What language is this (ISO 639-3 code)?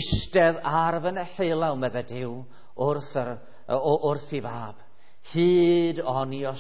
cym